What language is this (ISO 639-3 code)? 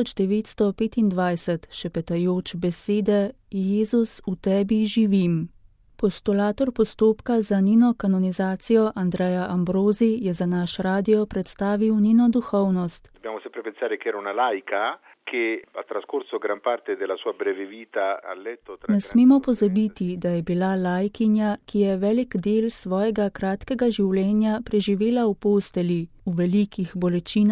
slv